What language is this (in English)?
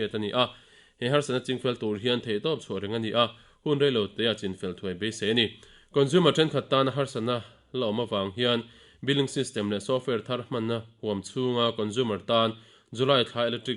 Mizo